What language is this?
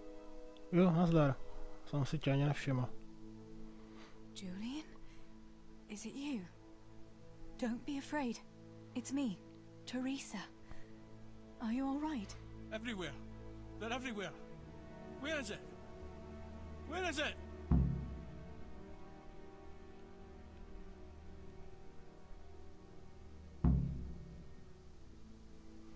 Czech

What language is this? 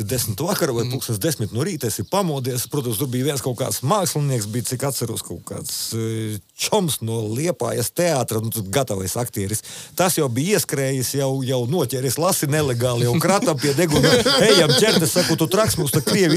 Latvian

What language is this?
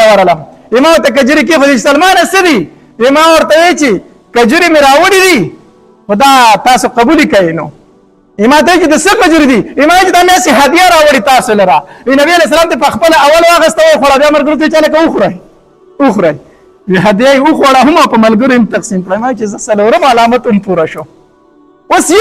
Pashto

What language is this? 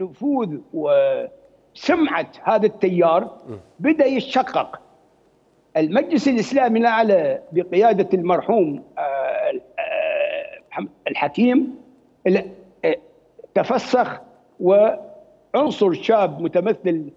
Mesopotamian Arabic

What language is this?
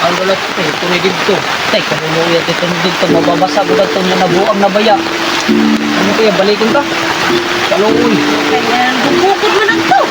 Waray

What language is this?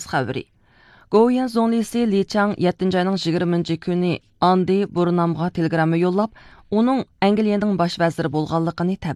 Uyghur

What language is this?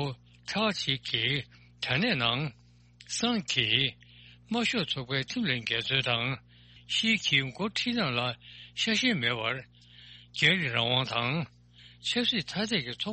Tibetan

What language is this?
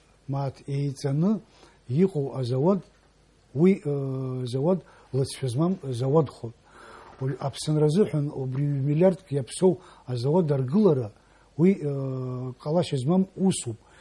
Abkhazian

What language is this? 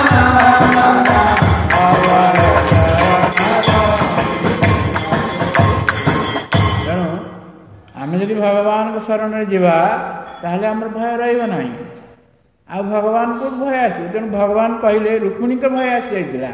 Odia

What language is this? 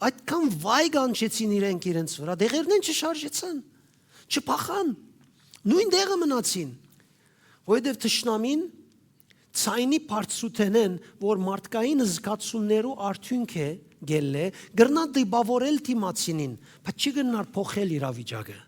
Western Armenian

